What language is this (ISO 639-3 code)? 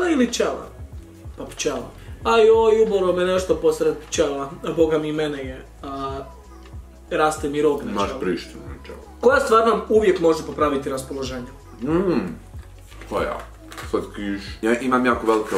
hrv